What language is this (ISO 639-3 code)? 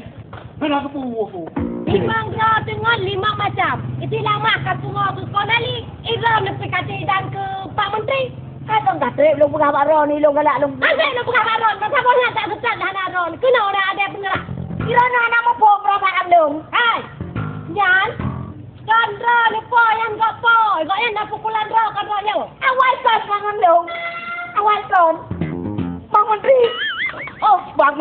ace